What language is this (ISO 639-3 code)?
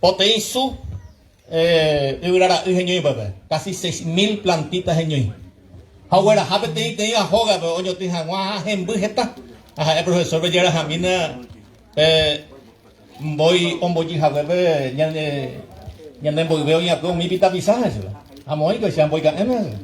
grn